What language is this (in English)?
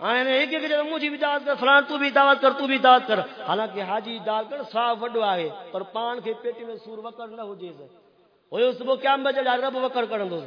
Saraiki